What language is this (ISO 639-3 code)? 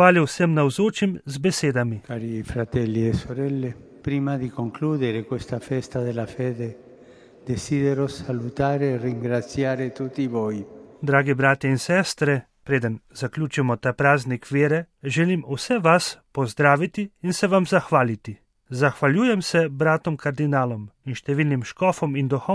slv